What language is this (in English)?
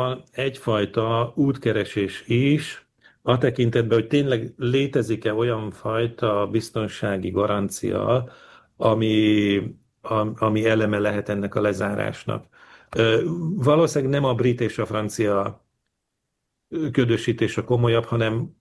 Hungarian